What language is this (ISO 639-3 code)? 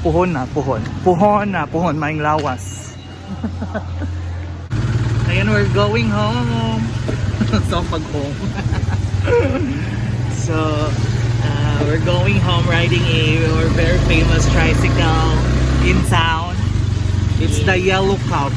ceb